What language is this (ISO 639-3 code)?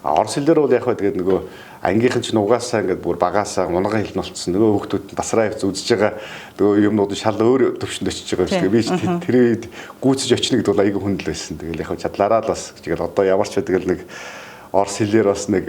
mon